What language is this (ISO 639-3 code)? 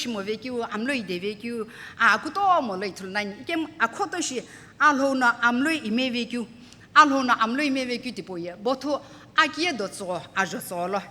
nsm